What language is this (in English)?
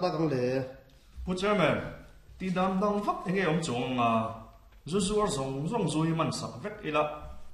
Mizo